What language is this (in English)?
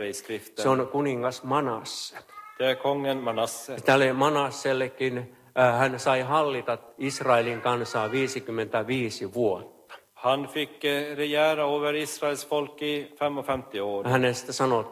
Finnish